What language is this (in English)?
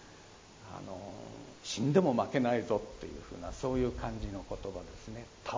Japanese